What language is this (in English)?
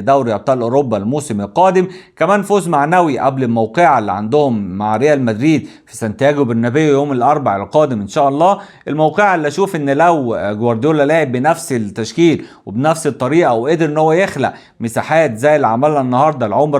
Egyptian Arabic